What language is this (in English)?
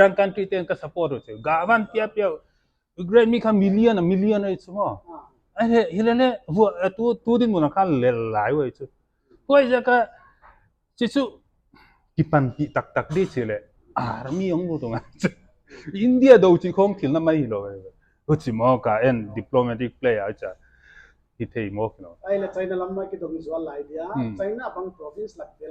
Paite Chin